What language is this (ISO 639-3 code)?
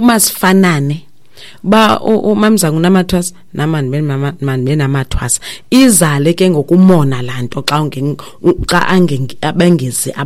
xho